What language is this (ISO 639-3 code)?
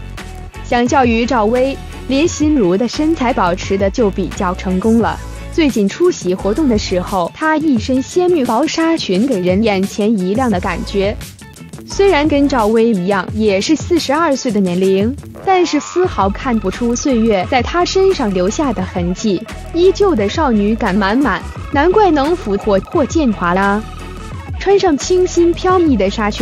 zho